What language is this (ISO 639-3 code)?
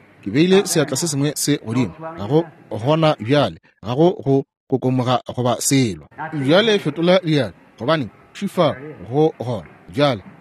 nso